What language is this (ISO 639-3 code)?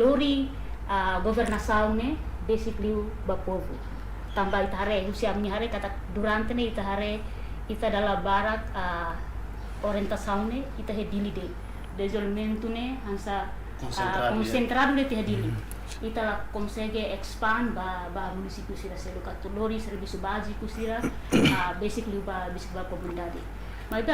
tet